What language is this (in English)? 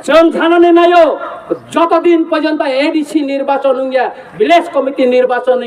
Kok Borok